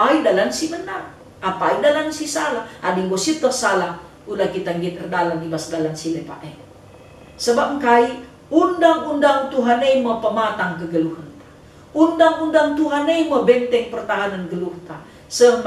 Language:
Batak Karo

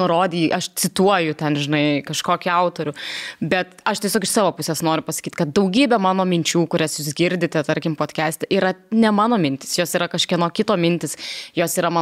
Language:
Lithuanian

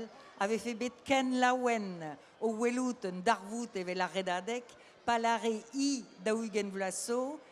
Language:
Breton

